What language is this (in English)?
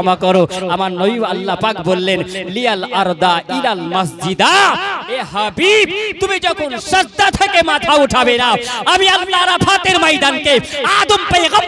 Bangla